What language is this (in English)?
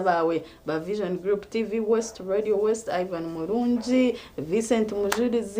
Nyankole